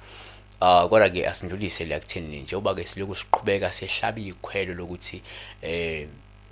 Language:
Zulu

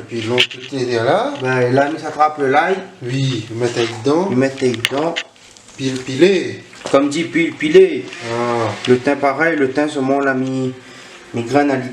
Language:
Réunion Creole French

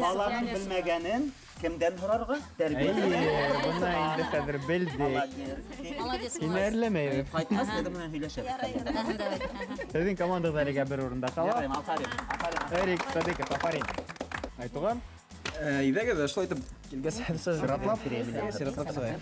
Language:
Bashkir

